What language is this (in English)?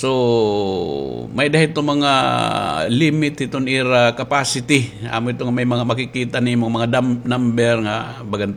Waray